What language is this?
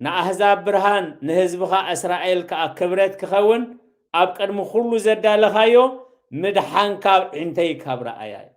Tigrinya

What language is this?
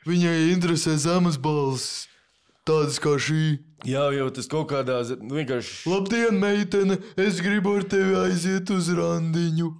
Latvian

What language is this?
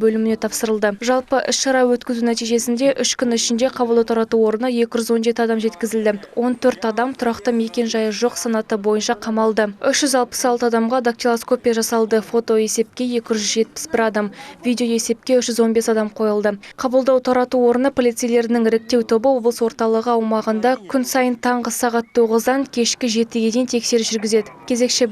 Kazakh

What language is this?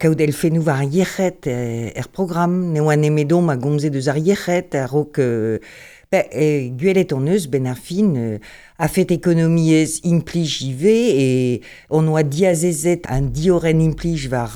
Breton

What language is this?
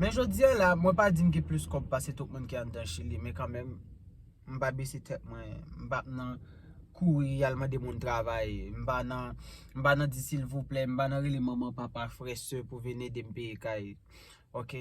Haitian Creole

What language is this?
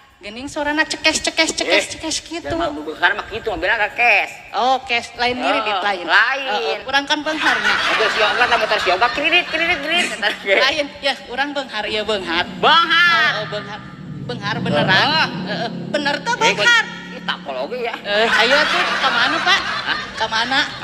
Sundanese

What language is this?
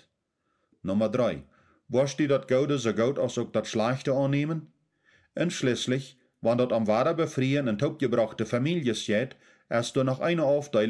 Plautdietsch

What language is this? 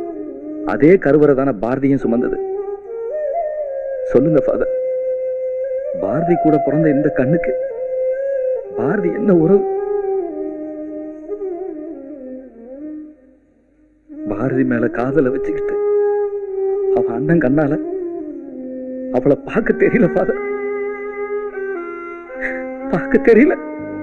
Tamil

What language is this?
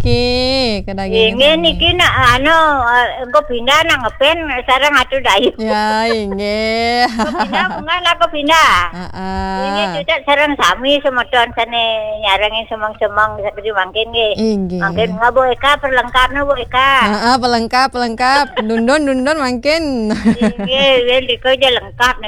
Balinese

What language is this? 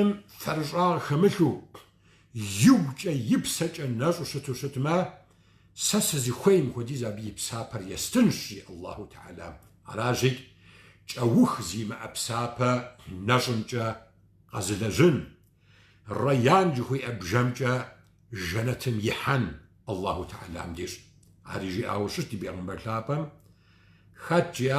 Kabardian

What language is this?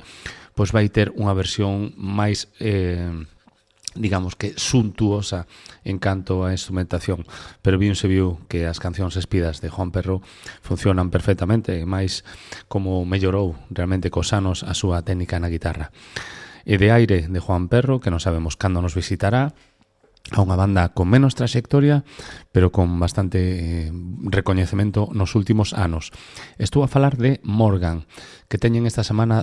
Galician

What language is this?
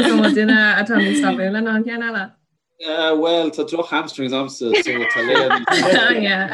Irish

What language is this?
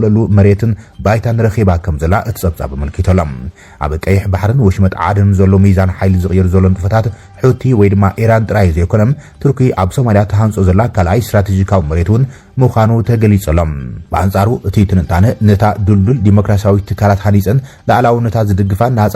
Tigrinya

